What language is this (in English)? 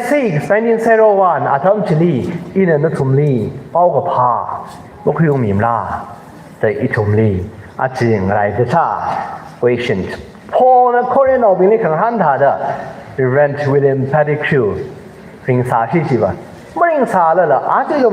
Tangkhul Naga (India)